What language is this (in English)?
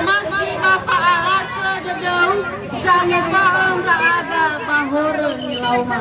Nias